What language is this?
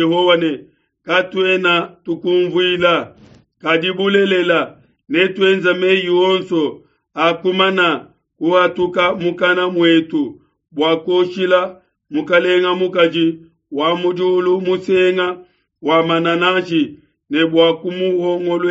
Luba-Lulua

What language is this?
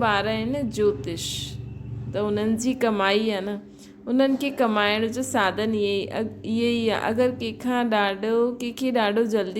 Sindhi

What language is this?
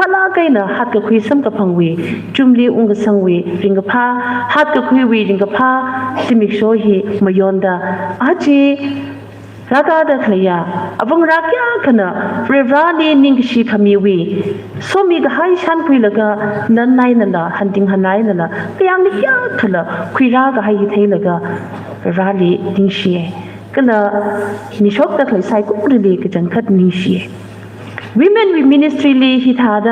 Tangkhul Naga (India)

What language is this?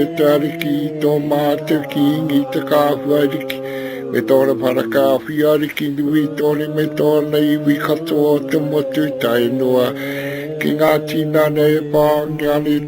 Māori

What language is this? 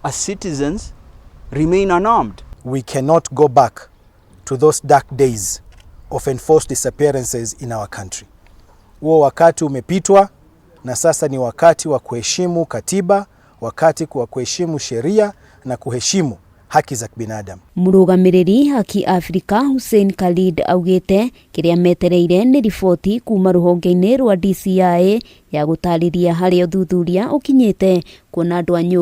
Kikuyu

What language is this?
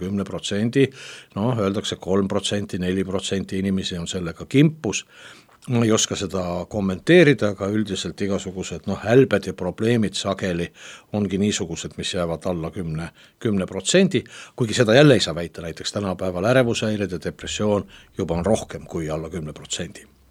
Estonian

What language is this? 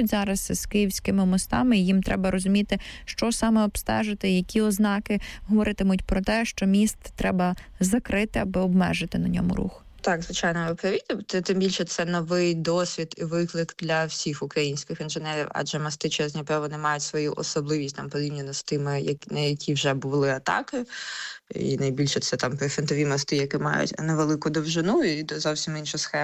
Ukrainian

